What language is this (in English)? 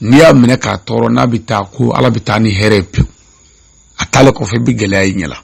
Bambara